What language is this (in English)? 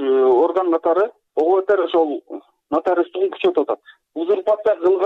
Kyrgyz